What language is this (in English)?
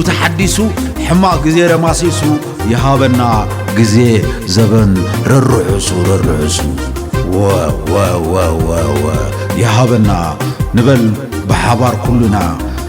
Tigrinya